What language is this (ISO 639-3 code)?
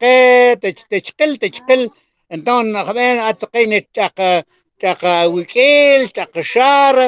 mam